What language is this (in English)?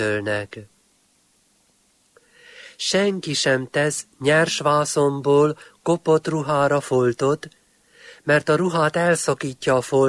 Hungarian